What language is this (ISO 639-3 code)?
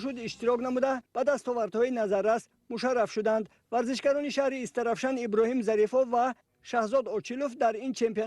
tgk